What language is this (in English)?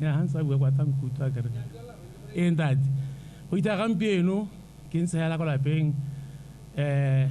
Tswana